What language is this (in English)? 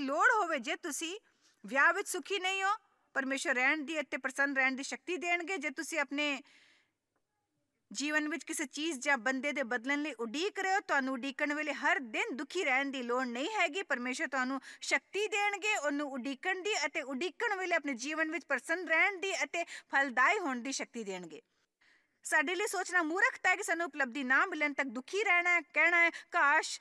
Punjabi